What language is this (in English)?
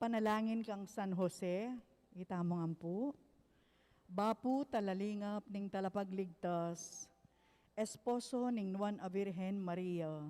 Pampanga